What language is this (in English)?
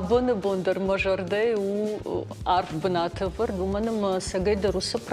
Ossetic